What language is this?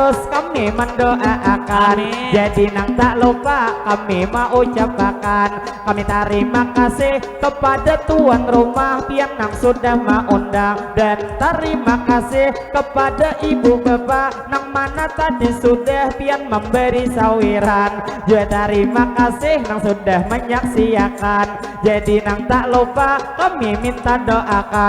Banjar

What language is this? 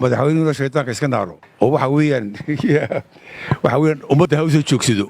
Somali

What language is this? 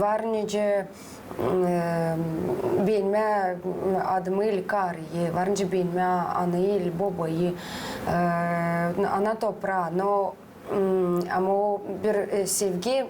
Gagauz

